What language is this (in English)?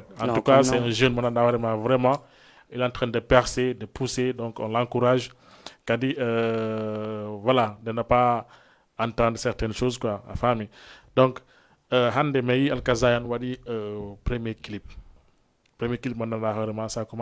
Fula